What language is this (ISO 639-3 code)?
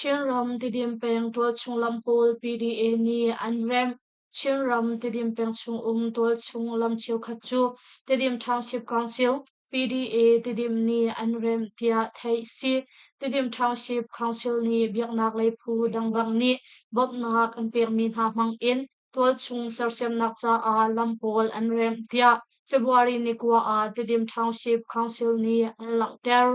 cnh